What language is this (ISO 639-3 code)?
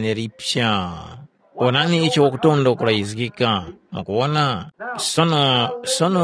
tum